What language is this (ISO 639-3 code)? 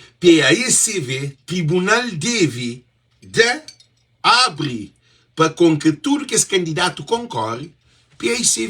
kea